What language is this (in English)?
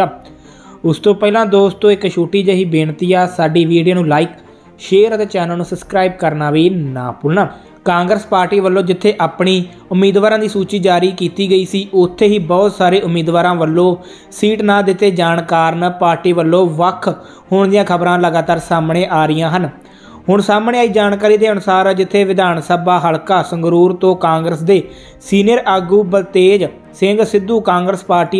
Punjabi